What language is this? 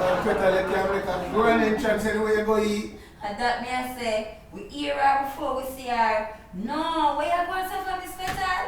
Jamaican Creole English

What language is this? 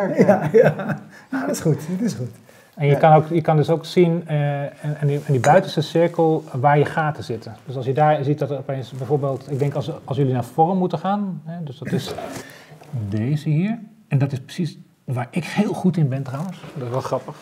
Dutch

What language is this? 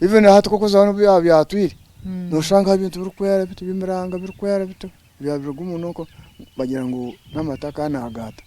Nyankole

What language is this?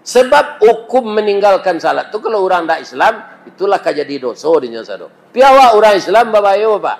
Minangkabau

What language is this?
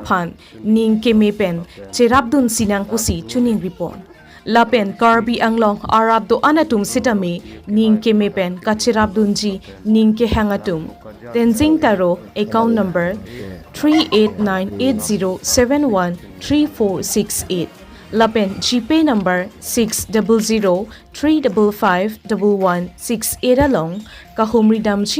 Karbi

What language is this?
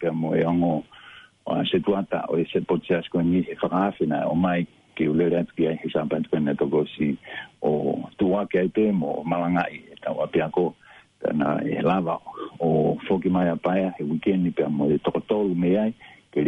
Tongan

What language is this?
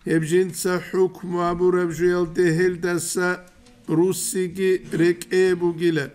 Avaric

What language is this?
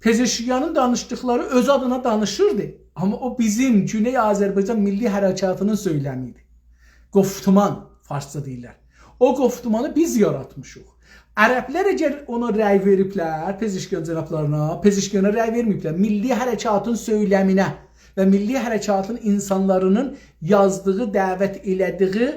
South Azerbaijani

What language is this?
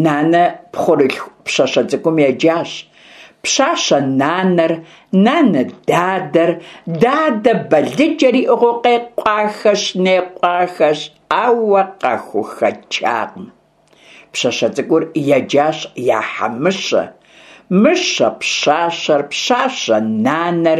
Kabardian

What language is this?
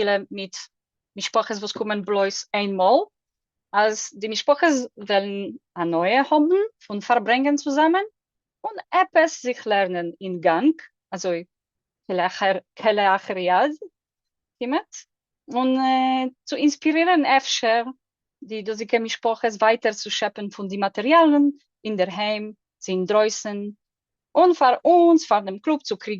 Yiddish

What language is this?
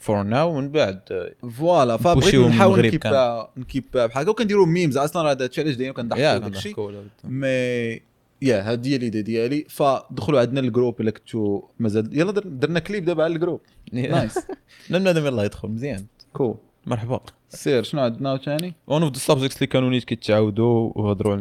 Moroccan Arabic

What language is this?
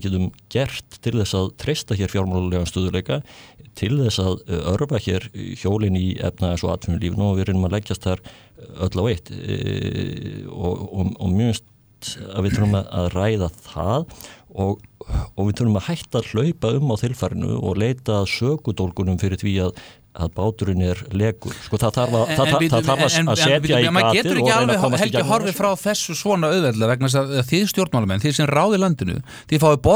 Icelandic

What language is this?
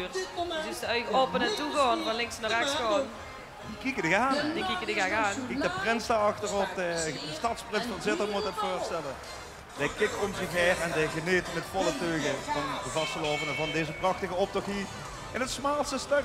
Limburgish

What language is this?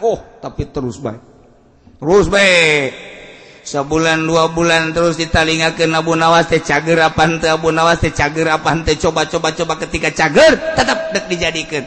Sundanese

